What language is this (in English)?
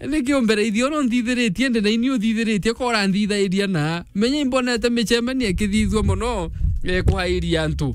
Meru